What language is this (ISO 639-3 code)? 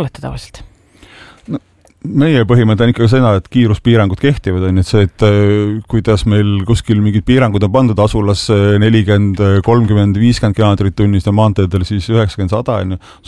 est